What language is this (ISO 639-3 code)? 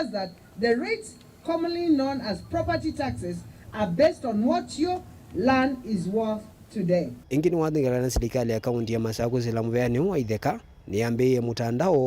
kam